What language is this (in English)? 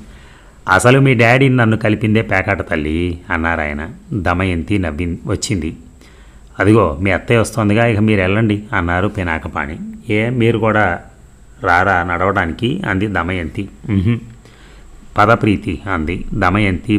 Telugu